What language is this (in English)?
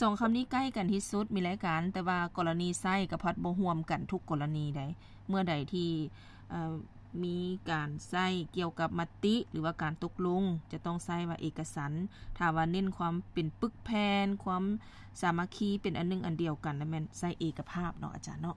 Lao